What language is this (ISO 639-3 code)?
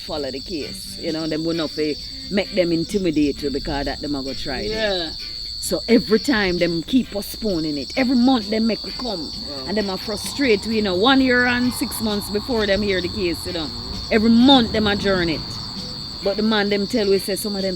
jam